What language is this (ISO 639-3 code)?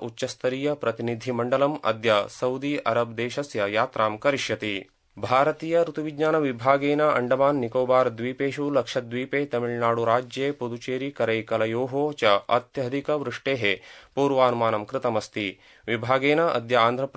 san